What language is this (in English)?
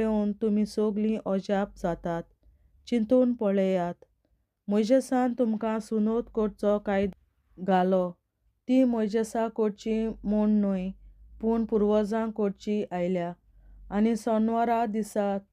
Konkani